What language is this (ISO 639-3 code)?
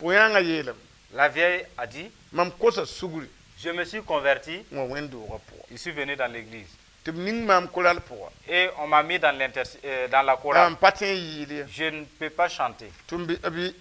mos